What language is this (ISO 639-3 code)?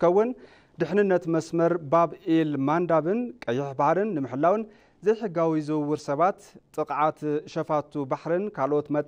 tir